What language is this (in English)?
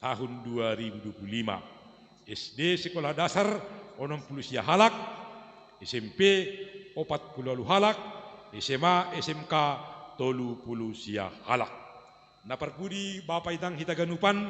Batak Simalungun